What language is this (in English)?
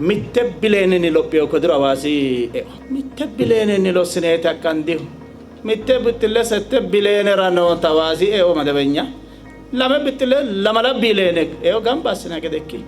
Sidamo